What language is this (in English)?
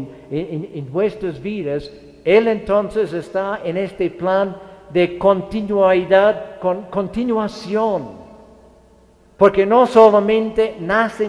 Spanish